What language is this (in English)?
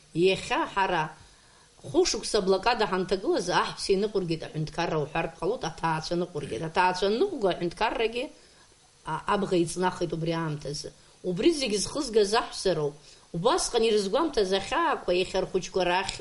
Abkhazian